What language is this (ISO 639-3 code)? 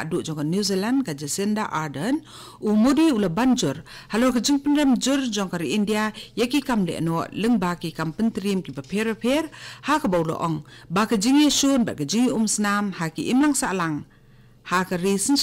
kha